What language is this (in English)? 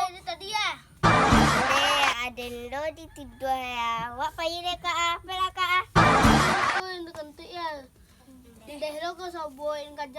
Minangkabau